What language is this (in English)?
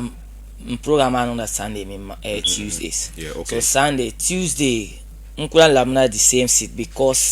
Dagbani